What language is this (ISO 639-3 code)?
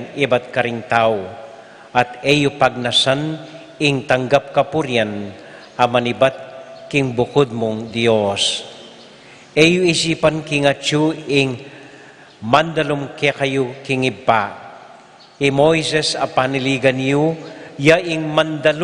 pam